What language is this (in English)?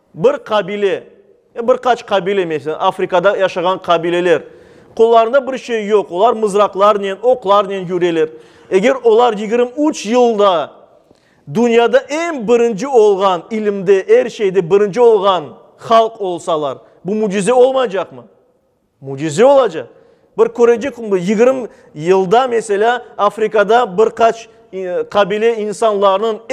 Crimean Tatar